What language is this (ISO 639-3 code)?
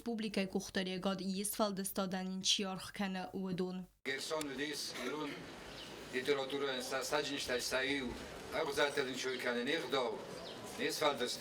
oss